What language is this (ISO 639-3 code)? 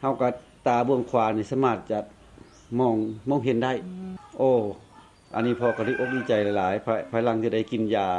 lao